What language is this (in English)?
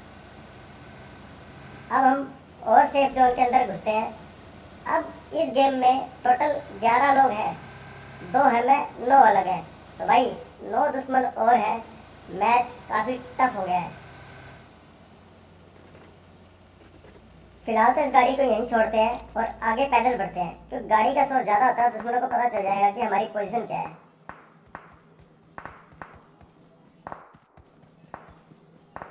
Hindi